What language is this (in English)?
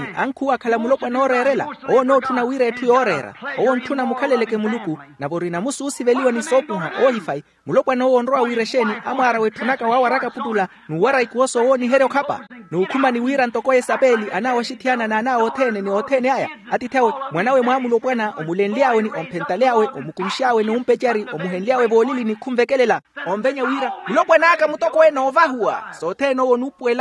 Makhuwa